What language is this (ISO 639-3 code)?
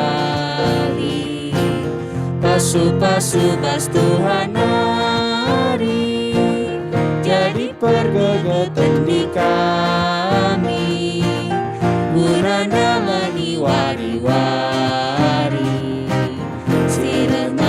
btx